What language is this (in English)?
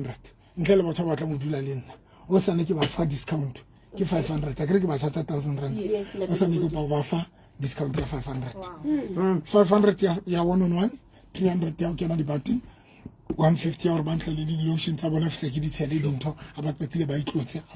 Southern Sotho